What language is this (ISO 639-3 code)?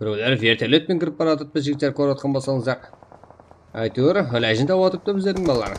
kaa